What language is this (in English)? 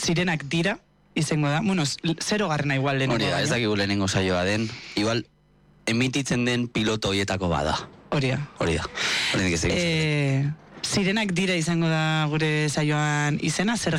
Basque